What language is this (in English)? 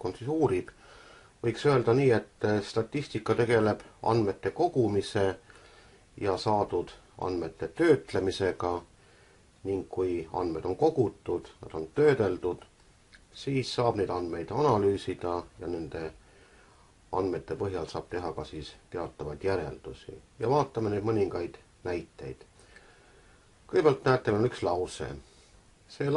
Estonian